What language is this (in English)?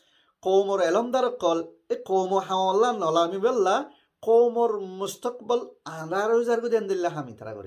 Rohingya